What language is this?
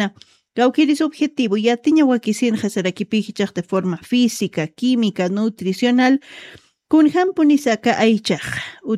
Aymara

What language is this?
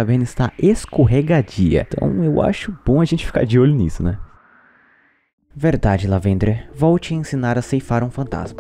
Portuguese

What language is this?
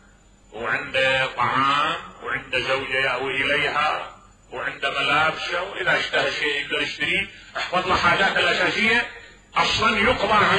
Mesopotamian Arabic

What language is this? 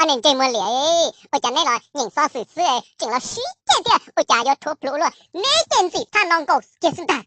Hmong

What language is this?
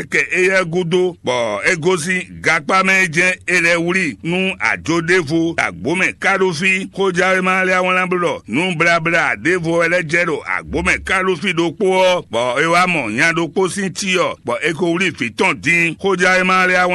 Fon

